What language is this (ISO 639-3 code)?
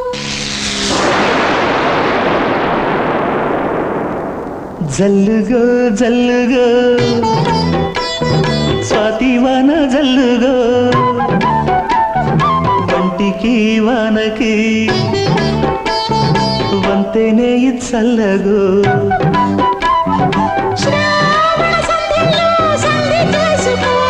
tel